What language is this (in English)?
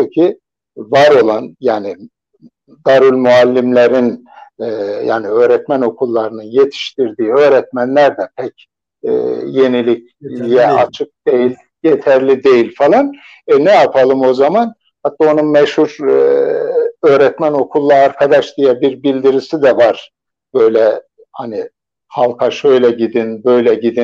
Turkish